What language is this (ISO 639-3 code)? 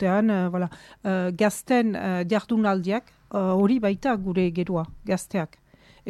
eus